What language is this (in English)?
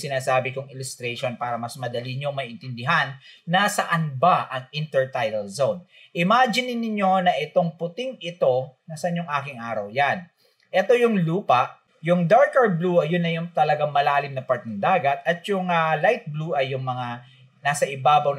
Filipino